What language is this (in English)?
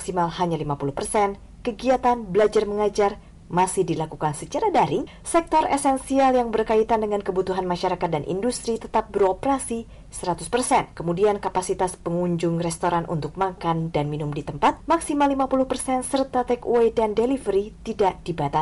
Indonesian